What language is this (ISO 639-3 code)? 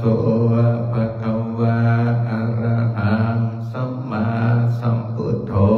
pli